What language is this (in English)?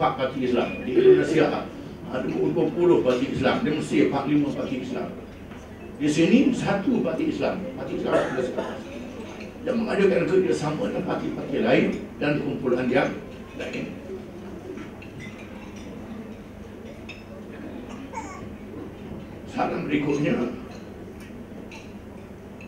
Malay